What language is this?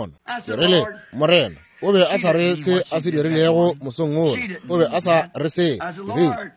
Northern Sotho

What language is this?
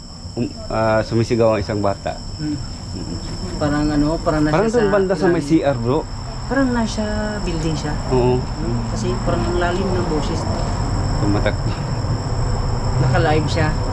Filipino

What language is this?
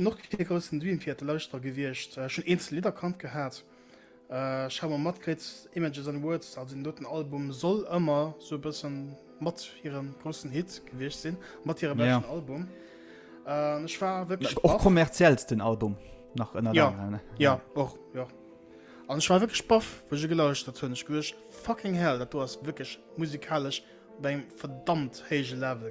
Luxembourgish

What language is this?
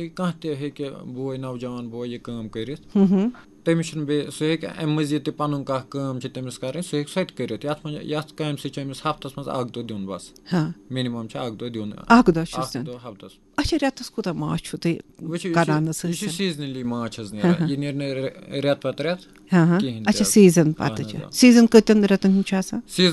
Kashmiri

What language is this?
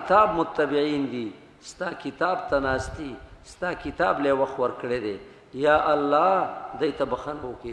Pashto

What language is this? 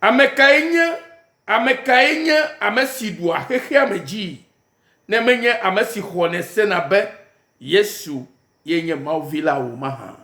Ewe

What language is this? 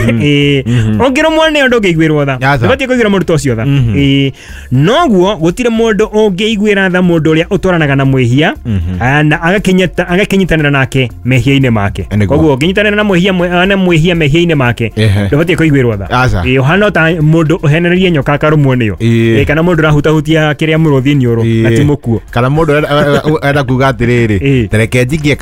Kikuyu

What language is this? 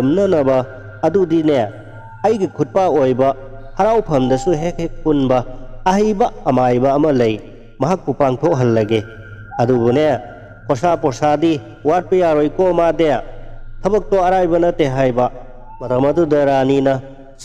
Manipuri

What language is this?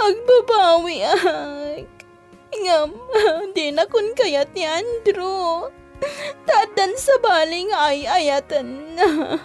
Iloko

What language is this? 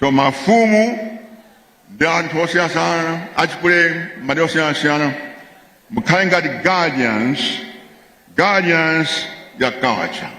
Nyanja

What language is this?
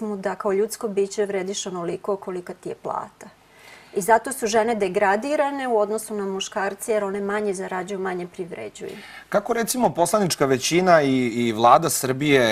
Serbian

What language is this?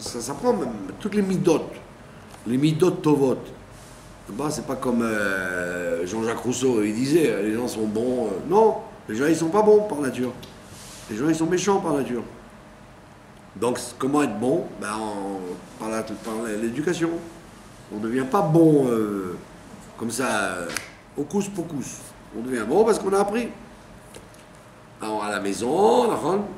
French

